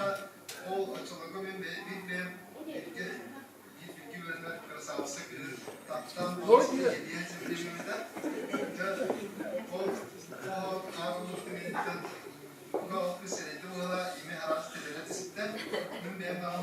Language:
Yakut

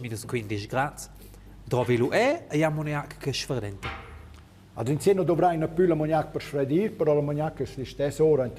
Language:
Romansh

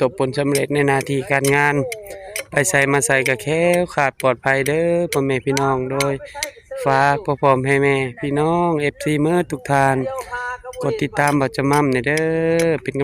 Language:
Northeastern Thai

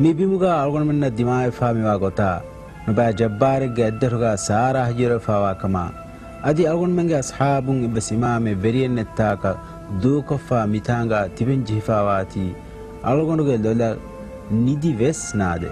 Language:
Divehi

